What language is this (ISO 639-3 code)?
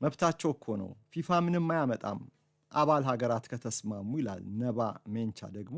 amh